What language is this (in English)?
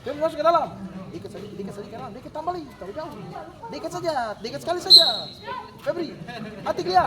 Ambonese Malay